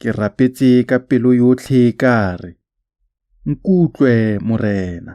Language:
Tswana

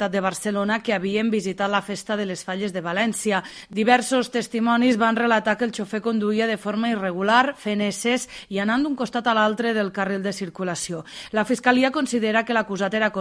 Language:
Catalan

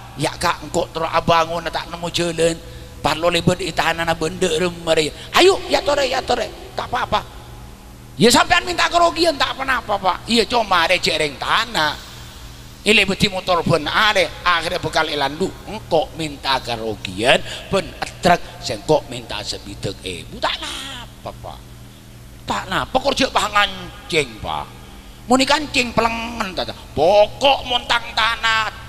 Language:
Madurese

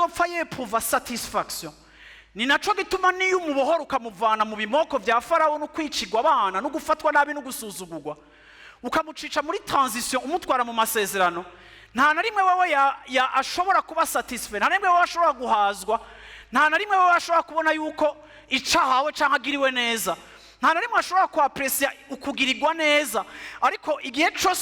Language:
Rundi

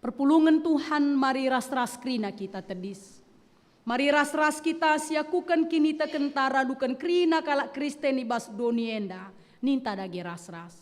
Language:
Batak Karo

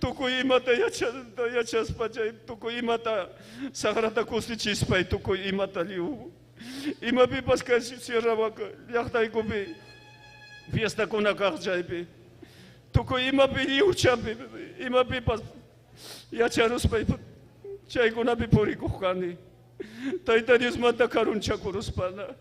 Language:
Ayacucho Quechua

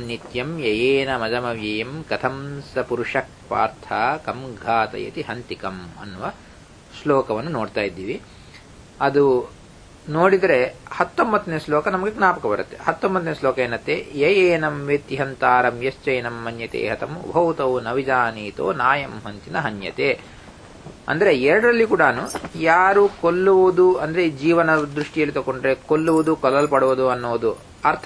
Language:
Kannada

